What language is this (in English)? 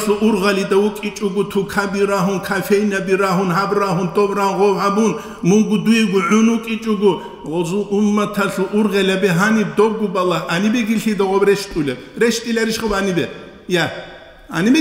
Avaric